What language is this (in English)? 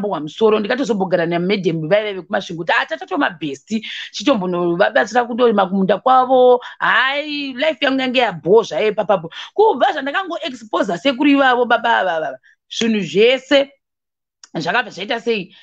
Shona